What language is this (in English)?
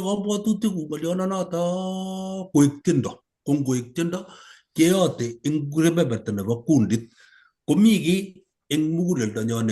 Kalenjin